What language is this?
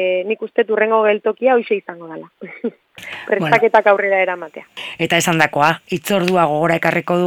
Basque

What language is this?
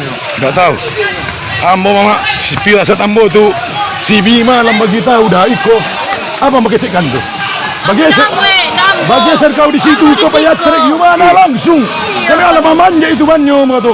Minangkabau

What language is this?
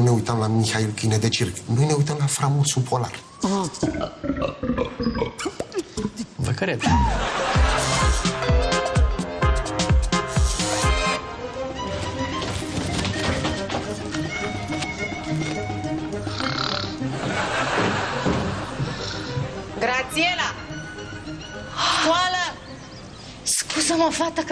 Romanian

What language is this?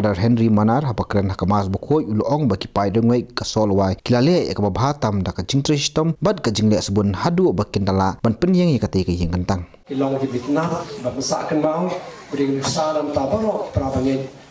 Khasi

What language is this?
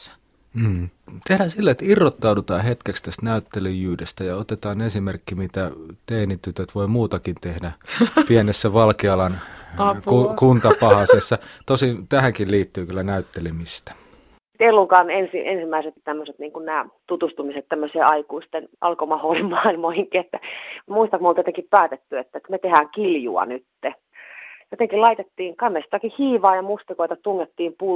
Finnish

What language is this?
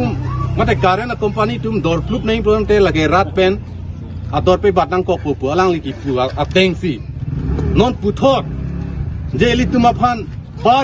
Karbi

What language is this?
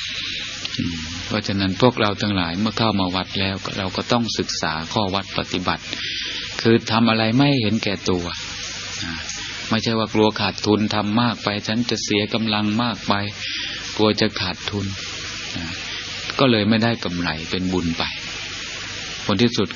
Thai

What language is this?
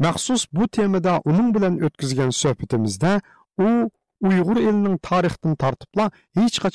Uyghur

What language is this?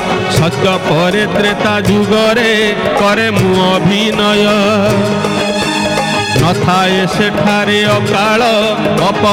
Odia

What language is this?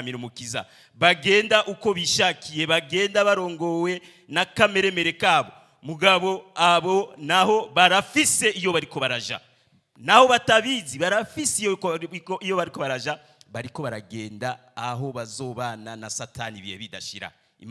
Rundi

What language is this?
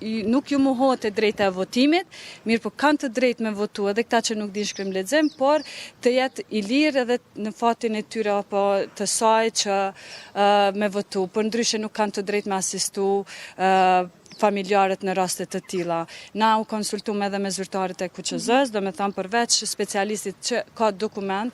Albanian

